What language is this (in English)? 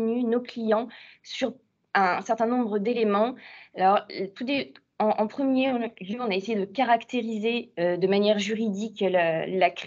French